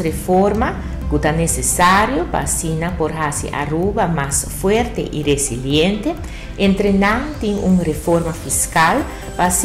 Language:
Papiamento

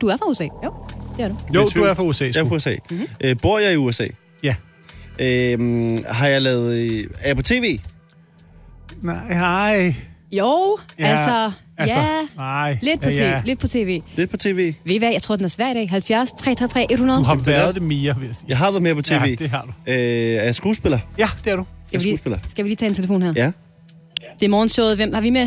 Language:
Danish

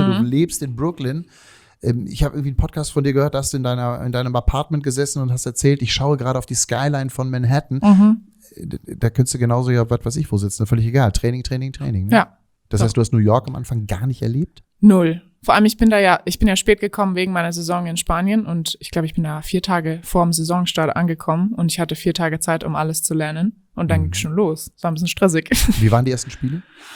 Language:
German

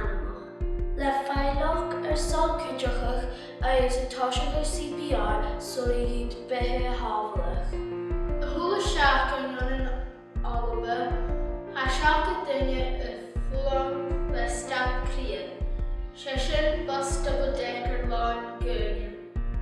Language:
Scottish Gaelic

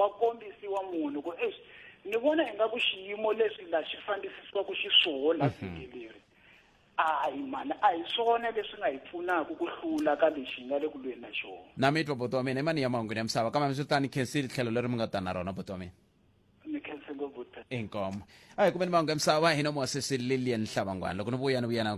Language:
Tsonga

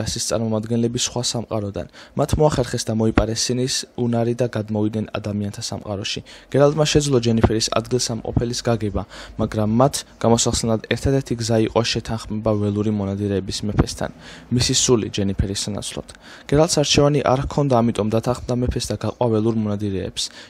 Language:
Georgian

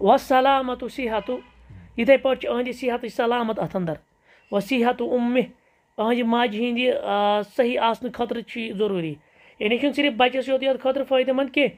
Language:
Kashmiri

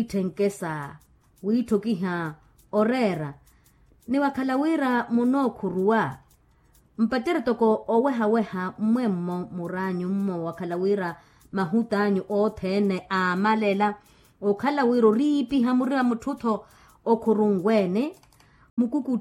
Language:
Makhuwa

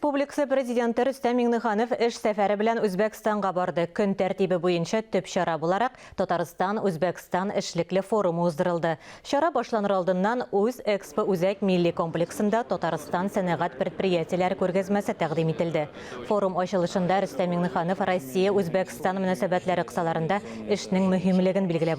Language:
Tatar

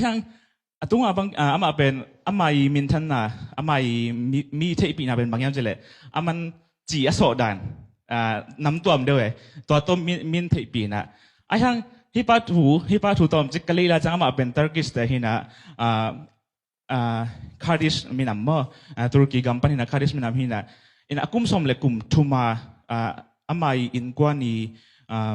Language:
Tedim Chin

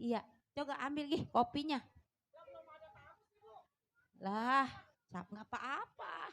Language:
Betawi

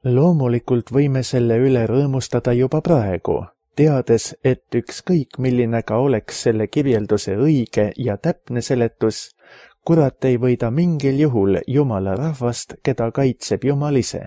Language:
Estonian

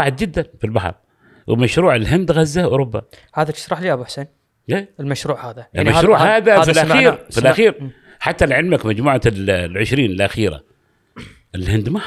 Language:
Gulf Arabic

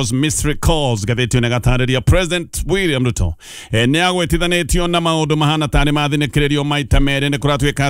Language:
Kikuyu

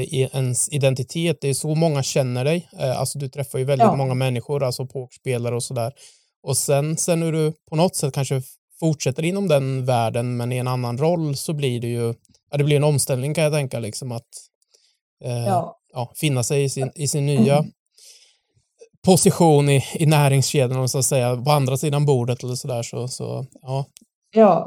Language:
Swedish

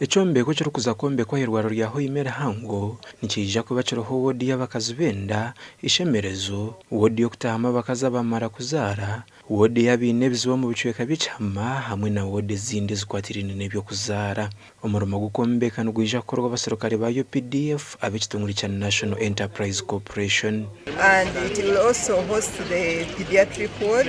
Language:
Nyankole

